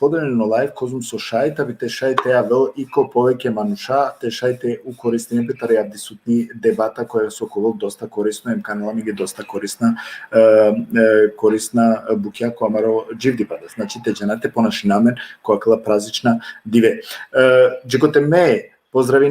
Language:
Balkan Romani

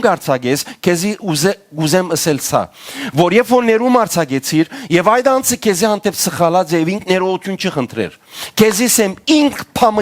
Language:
Western Armenian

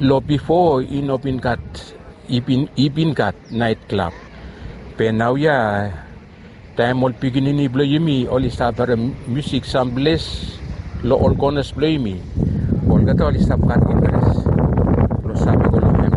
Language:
Bislama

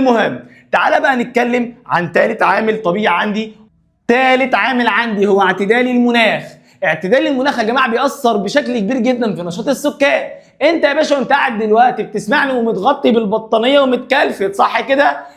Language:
Egyptian Arabic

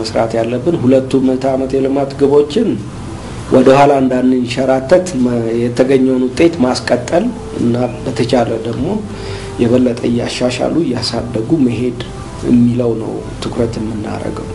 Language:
Amharic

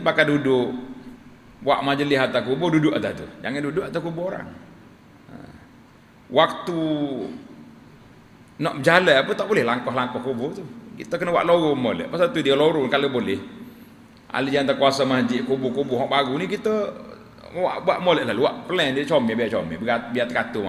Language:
Malay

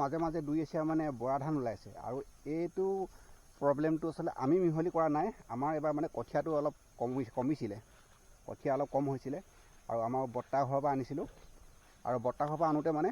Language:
Assamese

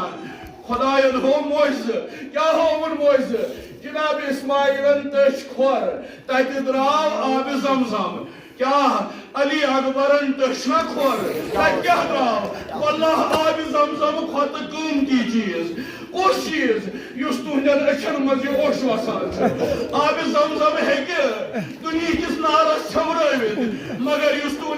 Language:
Kashmiri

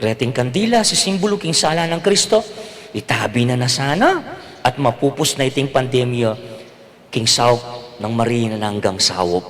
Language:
Pampanga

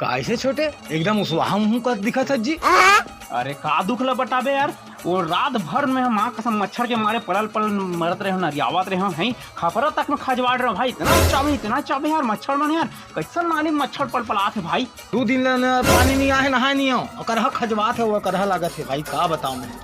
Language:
Chhattisgarhi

